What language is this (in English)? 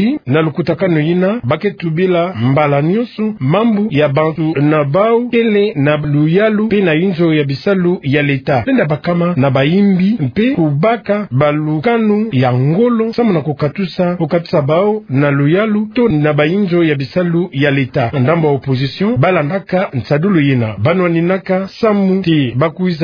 Kituba (Democratic Republic of Congo)